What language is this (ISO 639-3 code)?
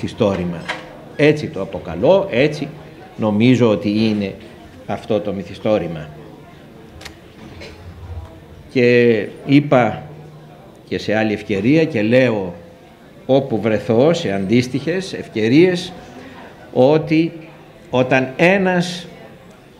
ell